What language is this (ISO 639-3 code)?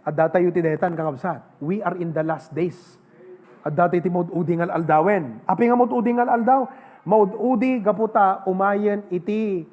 ilo